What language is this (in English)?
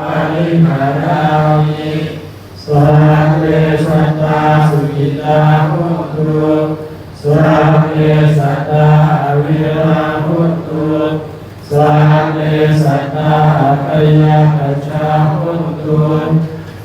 Pali